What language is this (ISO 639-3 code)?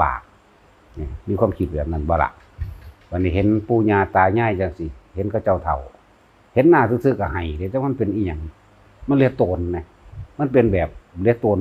tts